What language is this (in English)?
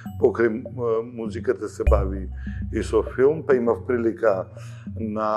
Macedonian